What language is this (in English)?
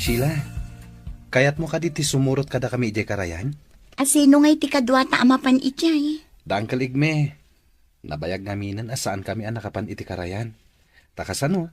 Iloko